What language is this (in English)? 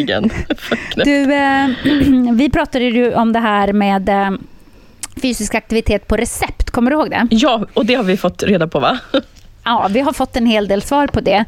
Swedish